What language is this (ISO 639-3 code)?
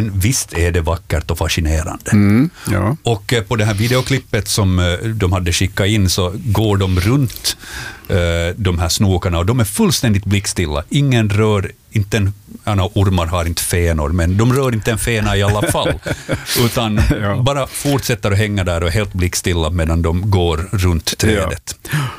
swe